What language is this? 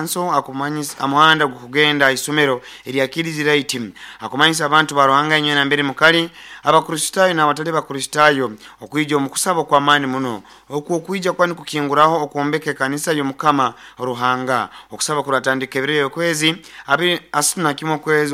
Nyoro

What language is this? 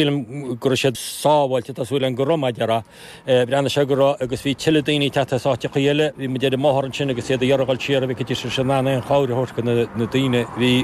Irish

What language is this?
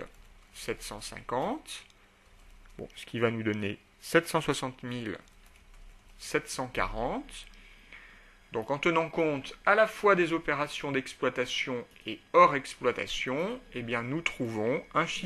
French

